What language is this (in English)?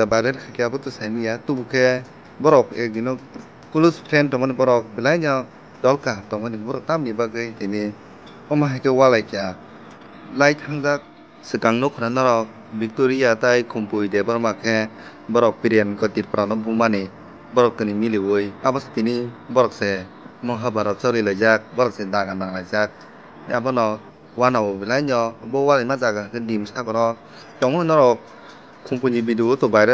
Kok Borok